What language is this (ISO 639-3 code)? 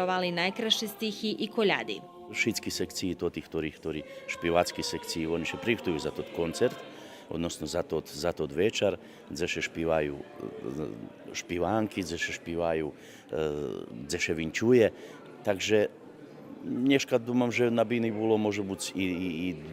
rue